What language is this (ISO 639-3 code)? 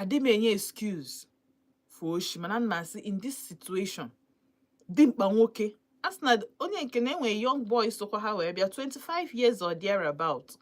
ibo